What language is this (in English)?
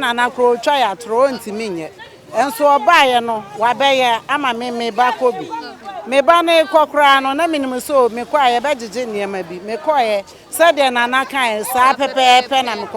Akan